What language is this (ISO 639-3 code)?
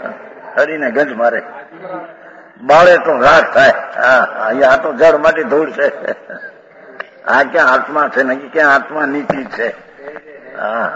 guj